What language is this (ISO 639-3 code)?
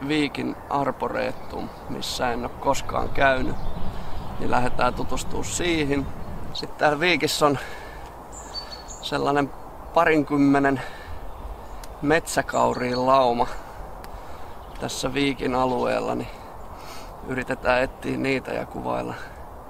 fin